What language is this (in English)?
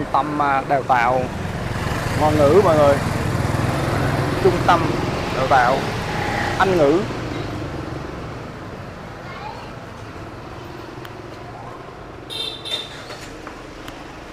Vietnamese